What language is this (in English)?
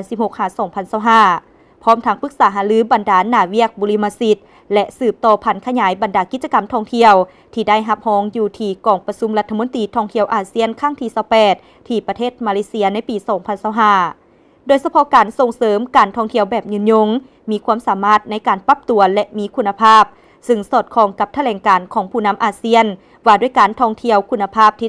Lao